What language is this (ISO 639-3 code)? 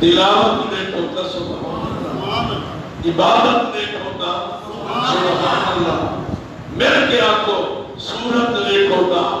skr